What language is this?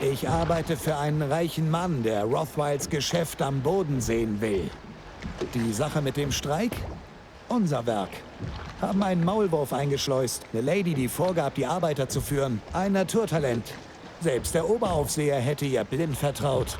Bavarian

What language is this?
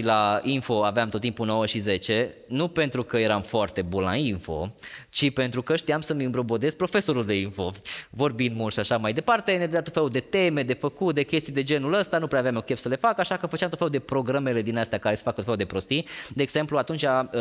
Romanian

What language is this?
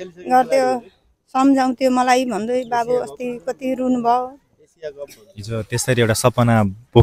Nepali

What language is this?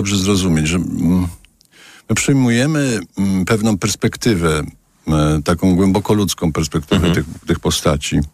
Polish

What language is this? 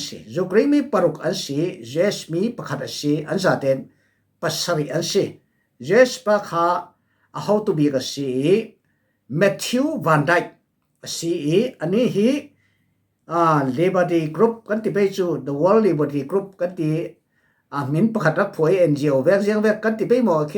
Falam Chin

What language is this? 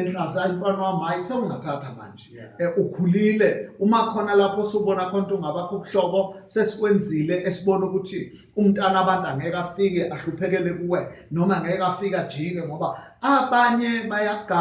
Zulu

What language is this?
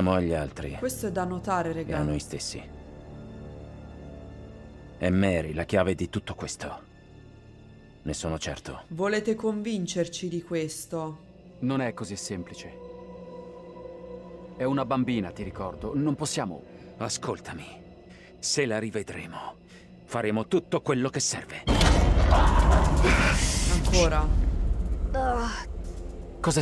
Italian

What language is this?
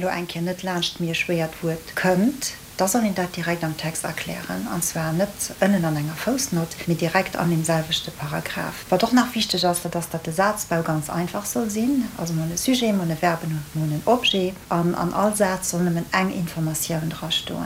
Luxembourgish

